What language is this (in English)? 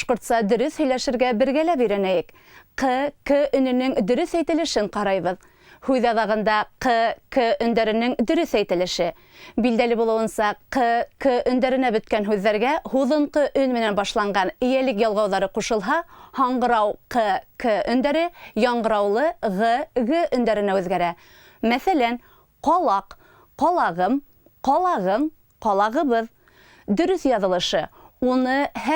Bashkir